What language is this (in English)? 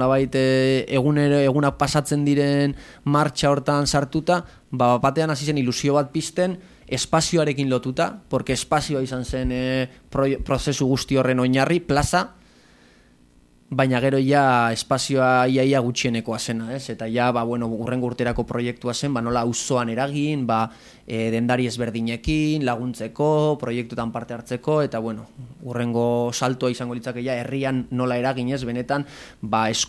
Basque